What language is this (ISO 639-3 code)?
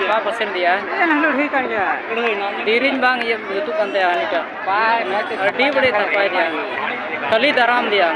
sat